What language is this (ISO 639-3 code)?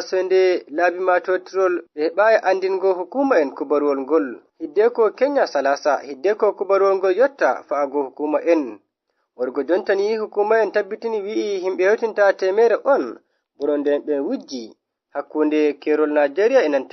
fuv